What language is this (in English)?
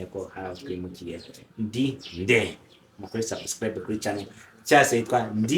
Kinyarwanda